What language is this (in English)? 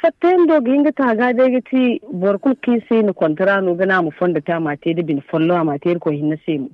Zarma